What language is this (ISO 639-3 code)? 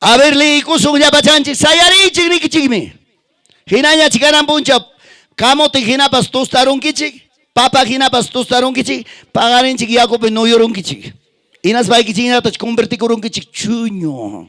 quy